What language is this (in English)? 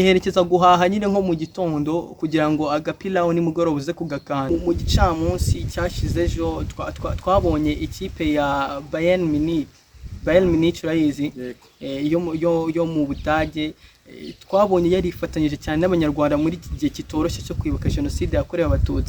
Kinyarwanda